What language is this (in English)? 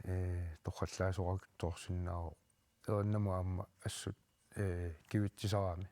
Kalaallisut